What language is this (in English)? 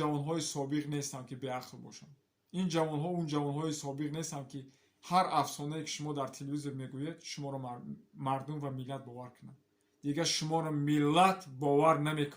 Tajik